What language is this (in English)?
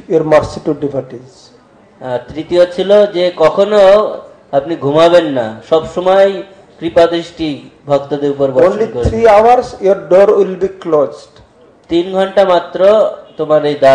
Bangla